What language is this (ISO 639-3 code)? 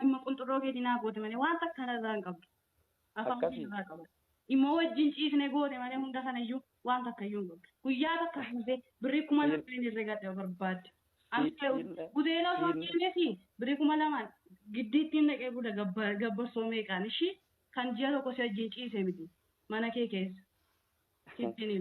orm